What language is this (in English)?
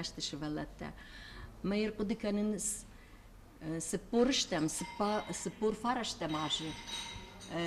Ossetic